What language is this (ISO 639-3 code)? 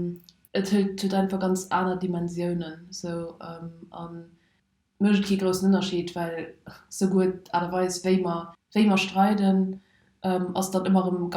ltz